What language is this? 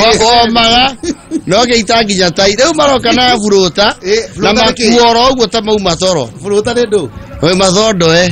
Kikuyu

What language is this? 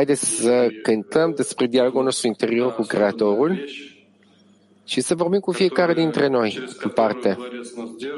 Romanian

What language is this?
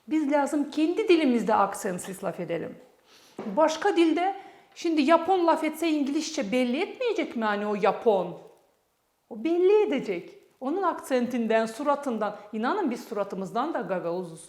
Gagauz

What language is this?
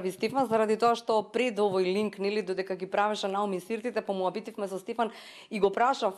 Macedonian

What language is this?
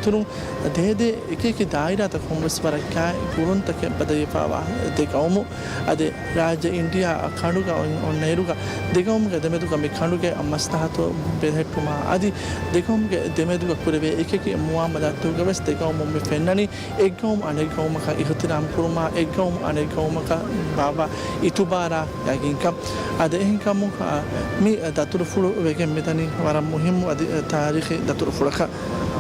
Divehi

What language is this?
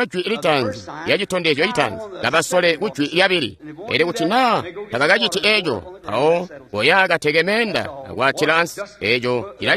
Tonga (Zambia)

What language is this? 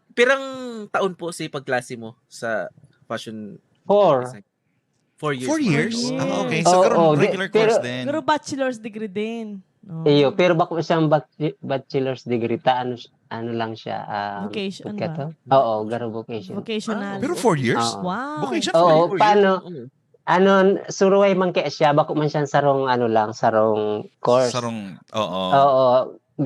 Bikol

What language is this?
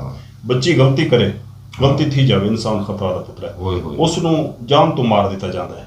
Saraiki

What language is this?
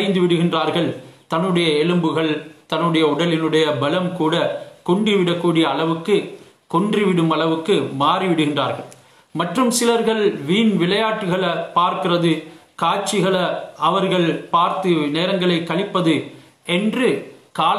Tamil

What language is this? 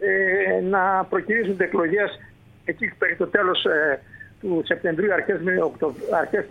Greek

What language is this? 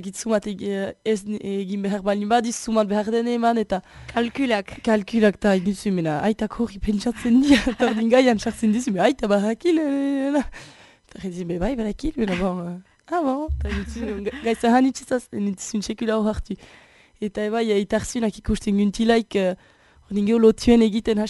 Basque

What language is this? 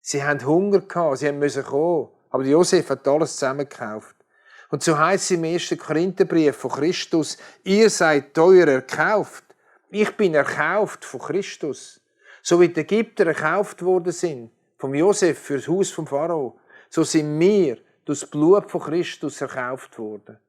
Swiss German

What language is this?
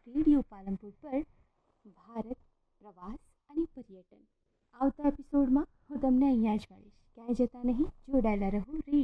Gujarati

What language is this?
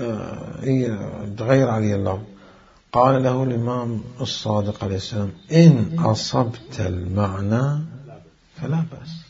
Mesopotamian Arabic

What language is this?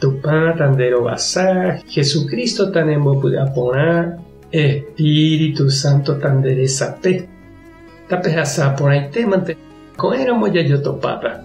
Guarani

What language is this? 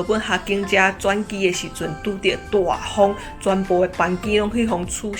Min Nan Chinese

